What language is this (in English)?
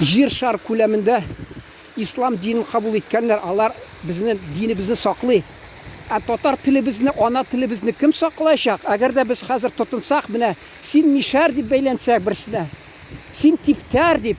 Tatar